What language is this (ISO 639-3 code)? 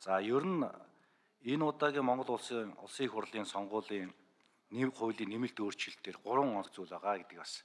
mon